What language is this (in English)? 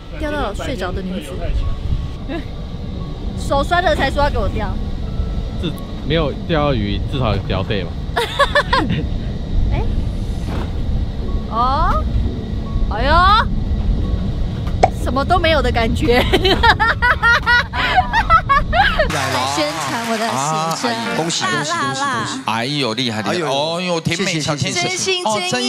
Chinese